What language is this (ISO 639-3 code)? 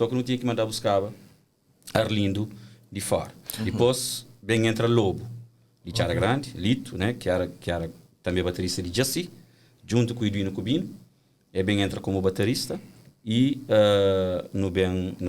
kea